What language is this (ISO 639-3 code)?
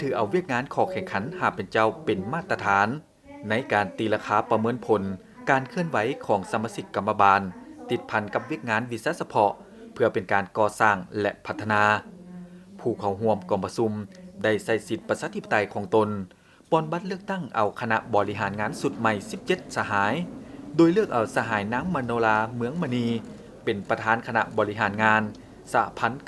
lao